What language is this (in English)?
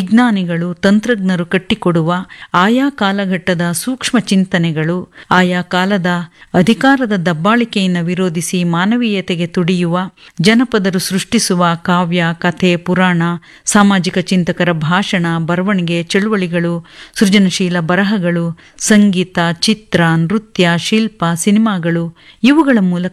Kannada